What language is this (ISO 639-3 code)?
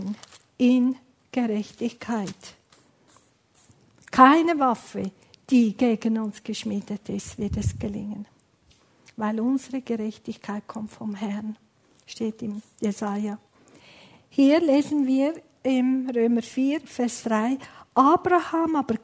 deu